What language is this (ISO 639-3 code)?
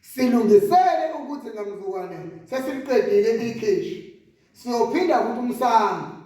zul